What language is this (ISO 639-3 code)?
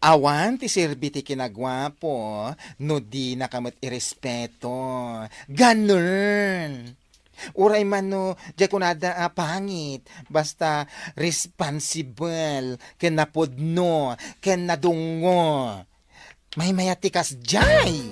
ilo